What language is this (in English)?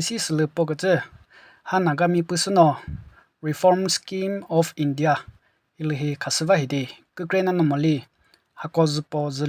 Chokri Naga